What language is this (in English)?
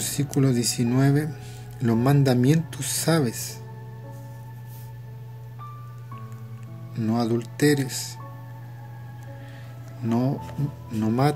Spanish